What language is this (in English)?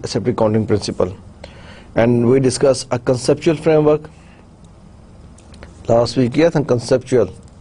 Urdu